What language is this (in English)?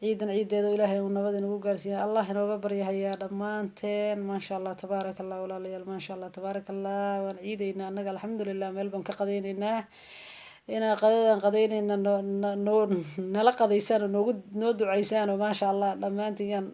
Somali